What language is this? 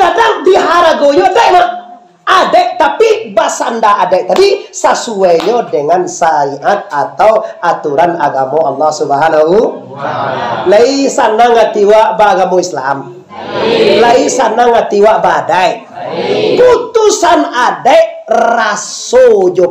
Minangkabau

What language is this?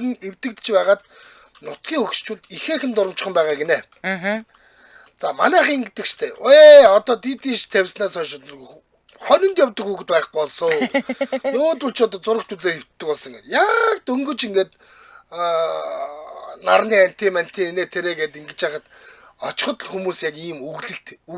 Mongolian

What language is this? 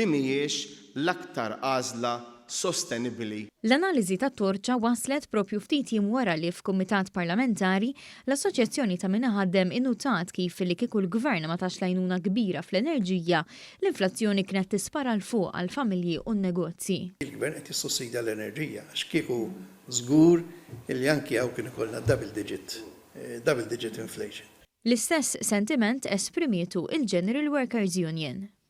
Maltese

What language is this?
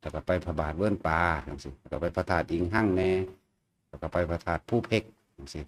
Northeastern Thai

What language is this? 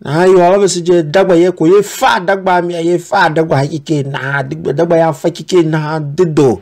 Tiv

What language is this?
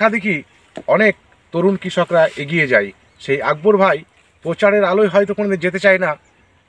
Bangla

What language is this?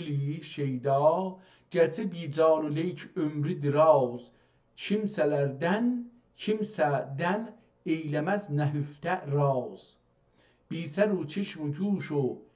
South Azerbaijani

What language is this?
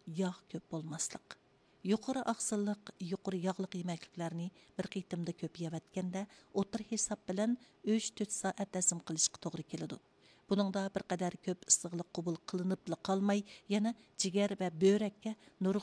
Uyghur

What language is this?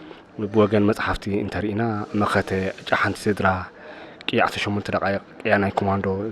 Tigrinya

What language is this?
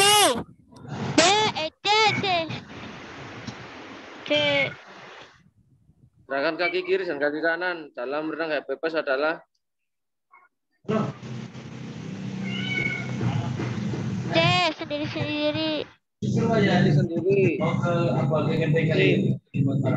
Indonesian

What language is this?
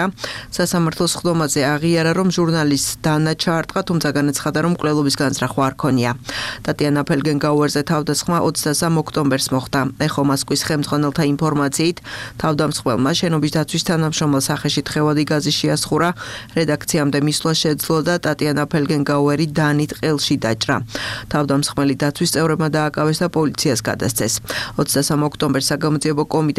Georgian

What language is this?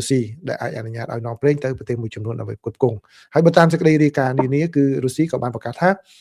Khmer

